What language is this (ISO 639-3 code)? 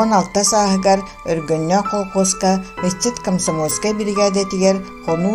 sah